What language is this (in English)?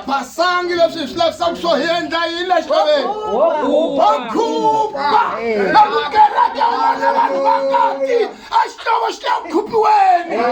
Tsonga